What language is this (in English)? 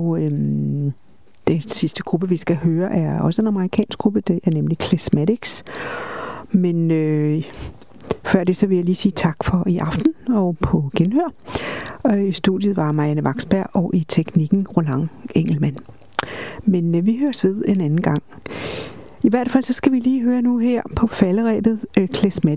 Danish